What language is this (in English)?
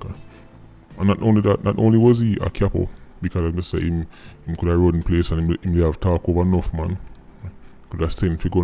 Jamaican Creole English